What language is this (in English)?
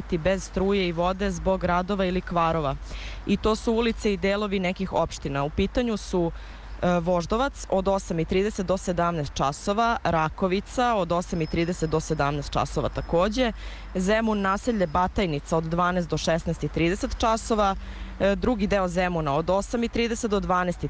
Serbian